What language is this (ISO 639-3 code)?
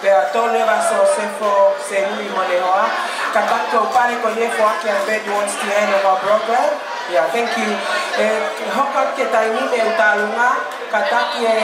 ton